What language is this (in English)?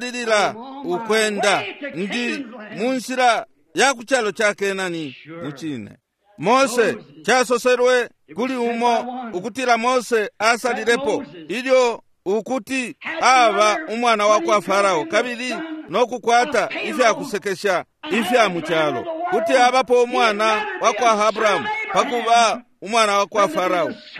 Bemba